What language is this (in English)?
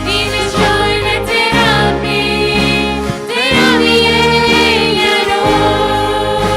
Plautdietsch